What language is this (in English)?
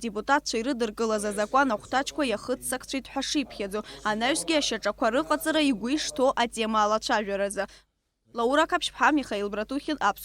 Abkhazian